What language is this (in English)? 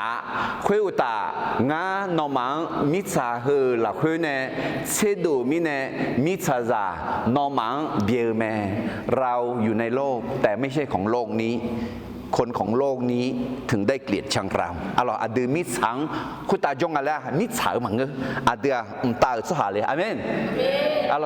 Akha